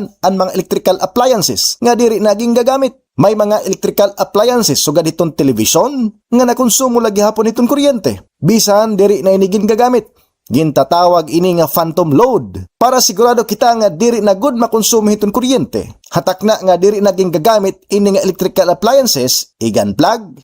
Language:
Waray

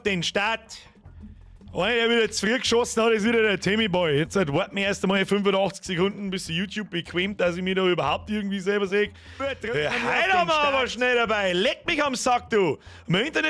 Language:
Bavarian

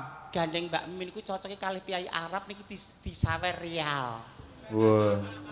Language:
Javanese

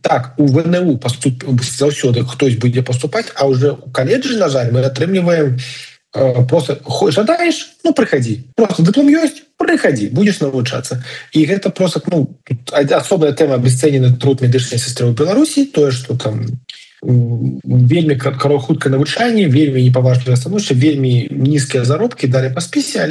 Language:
Belarusian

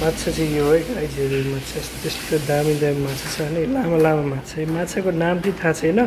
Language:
Nepali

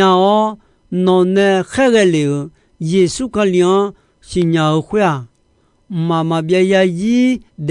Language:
Akha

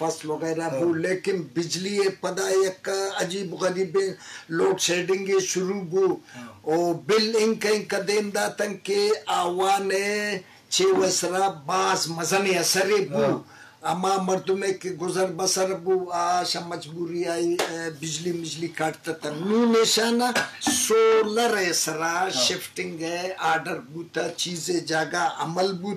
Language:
Eastern Balochi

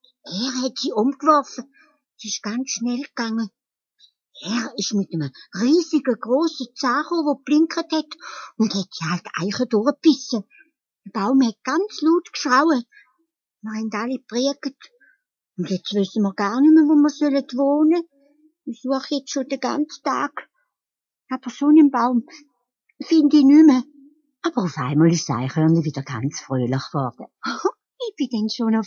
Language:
Swiss German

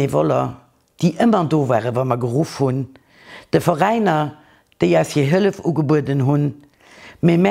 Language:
Luxembourgish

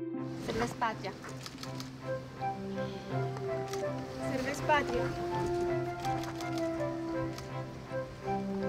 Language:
Romanian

